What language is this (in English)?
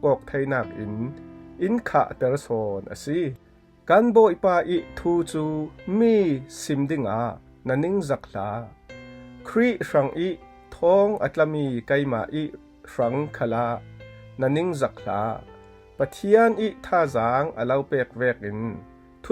Falam Chin